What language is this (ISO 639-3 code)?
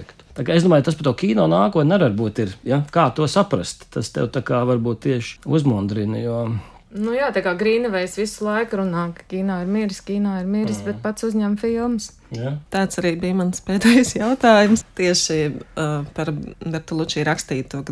lav